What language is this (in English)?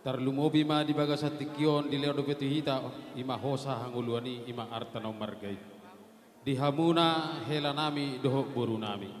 Batak Toba